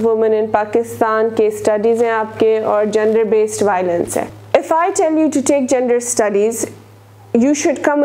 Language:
Urdu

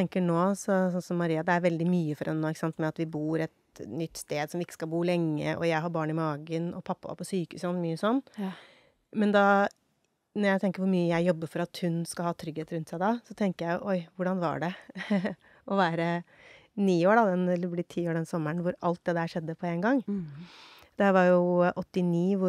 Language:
Norwegian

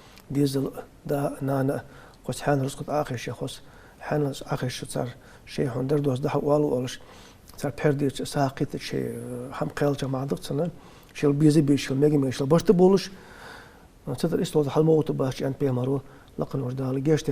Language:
Ingush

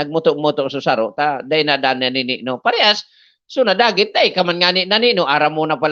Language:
Bikol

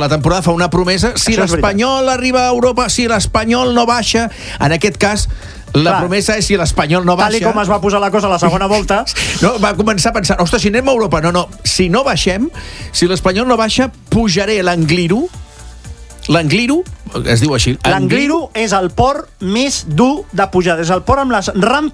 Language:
Catalan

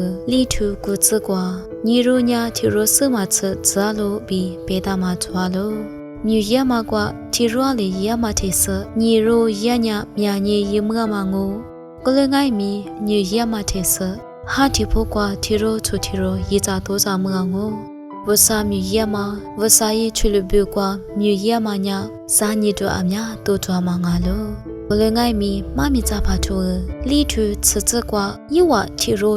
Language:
Lisu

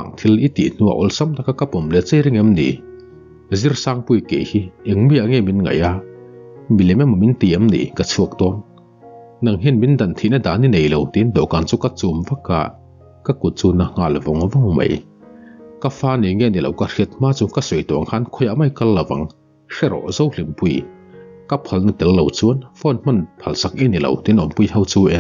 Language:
Mizo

